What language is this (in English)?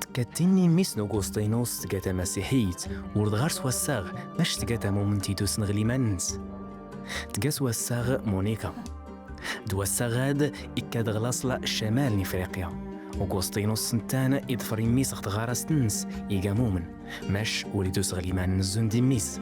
Kabyle